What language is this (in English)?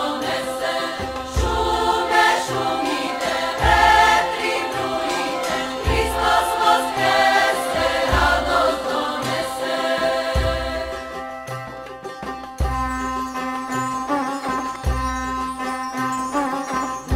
Serbian